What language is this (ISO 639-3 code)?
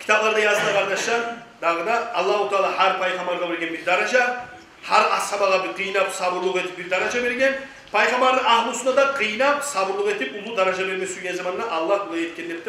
kum